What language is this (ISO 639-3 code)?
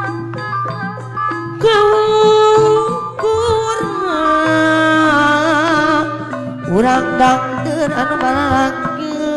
sun